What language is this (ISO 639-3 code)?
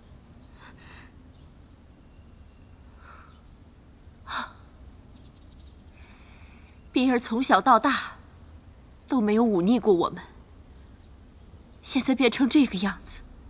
zho